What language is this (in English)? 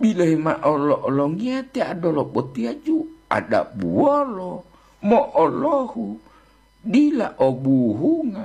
Gorontalo